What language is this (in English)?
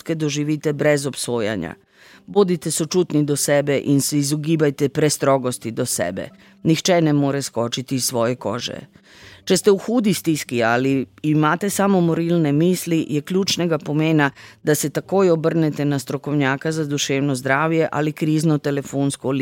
Slovenian